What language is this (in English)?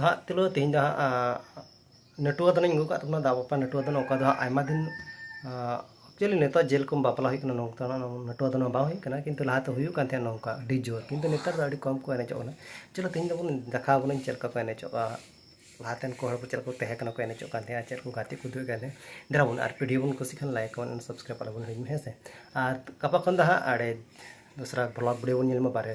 Santali